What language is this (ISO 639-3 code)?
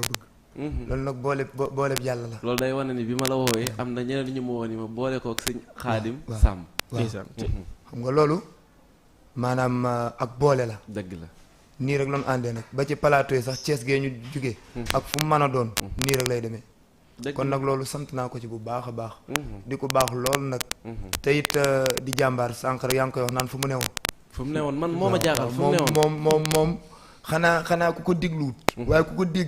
wol